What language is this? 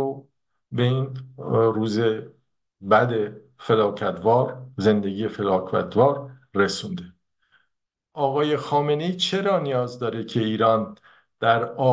Persian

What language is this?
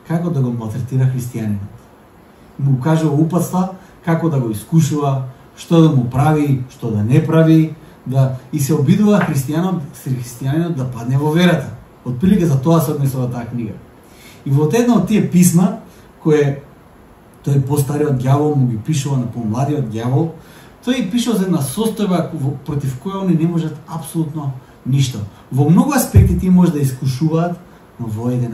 Macedonian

